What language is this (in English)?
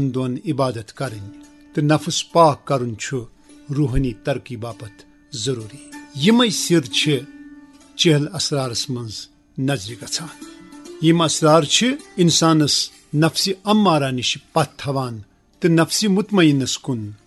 Kashmiri